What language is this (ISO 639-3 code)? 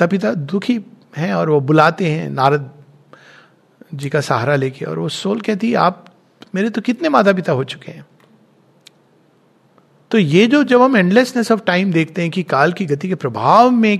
hin